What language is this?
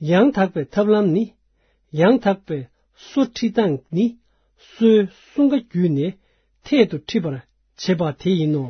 Tibetan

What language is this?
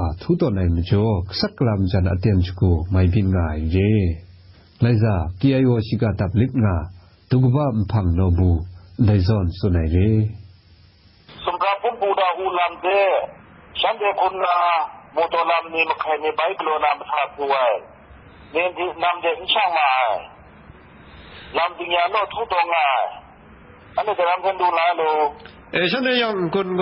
Burmese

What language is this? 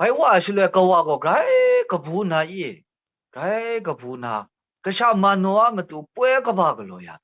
Kachin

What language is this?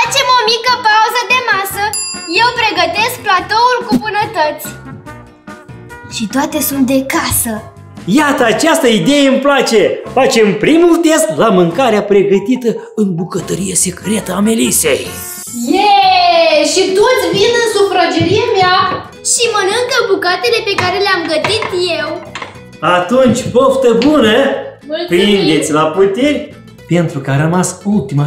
Romanian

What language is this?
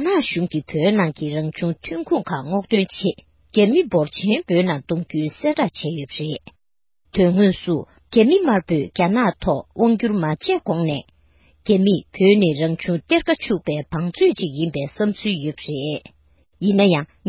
Tibetan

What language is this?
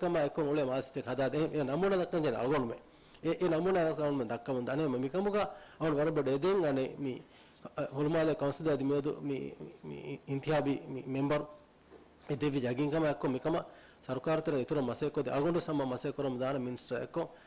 Divehi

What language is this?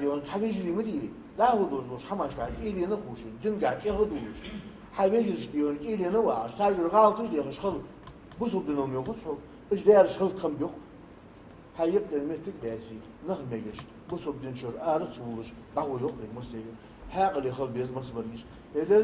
Ingush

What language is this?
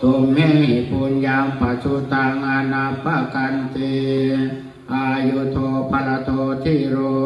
Pali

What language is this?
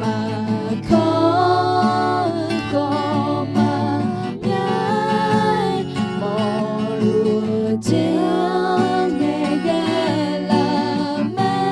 Akha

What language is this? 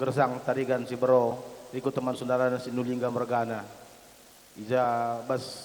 Batak Karo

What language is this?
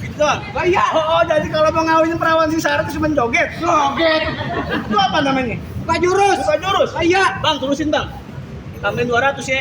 Betawi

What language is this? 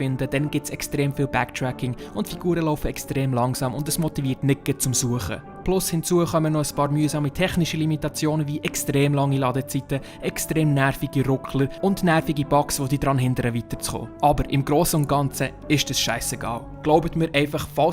Swiss German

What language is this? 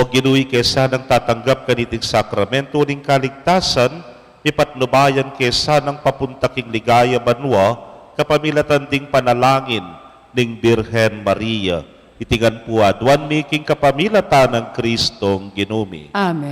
Pampanga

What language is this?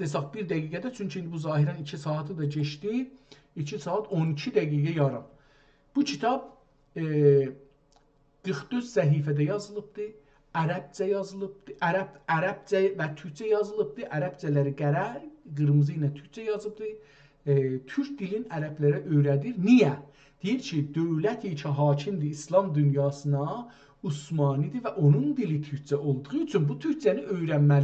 South Azerbaijani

